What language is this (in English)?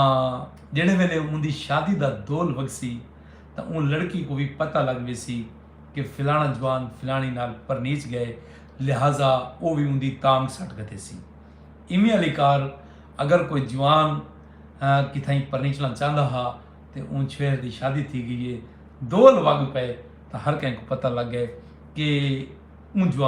Saraiki